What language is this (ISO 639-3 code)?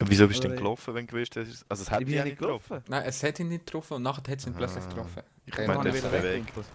gsw